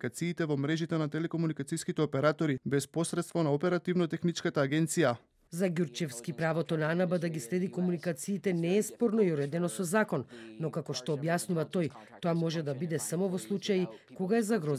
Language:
Macedonian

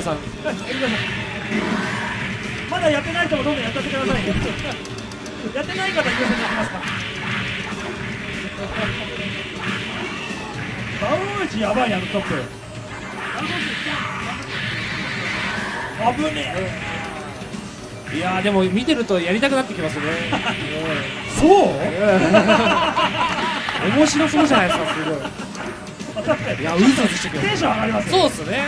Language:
Japanese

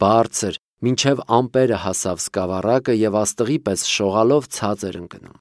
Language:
Armenian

